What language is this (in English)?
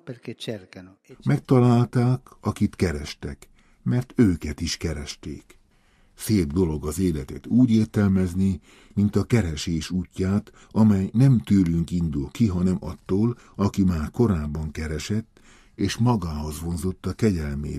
Hungarian